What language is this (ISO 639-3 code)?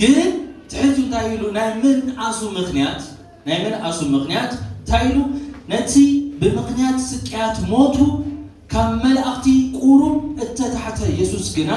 tir